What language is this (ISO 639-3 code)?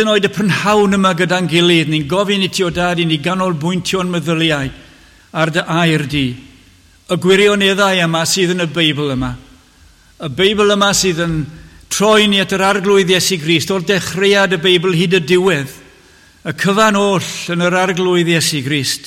cym